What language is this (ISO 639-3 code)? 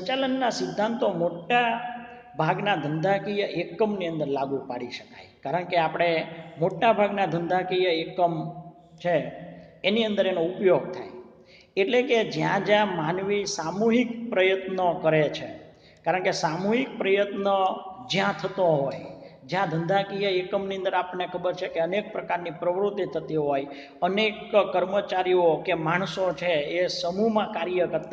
guj